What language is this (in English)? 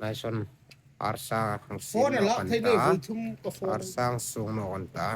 Hmar